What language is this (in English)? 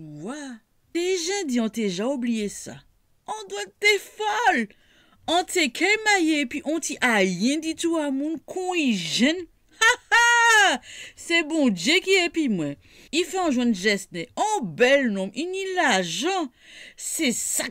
Guadeloupean Creole French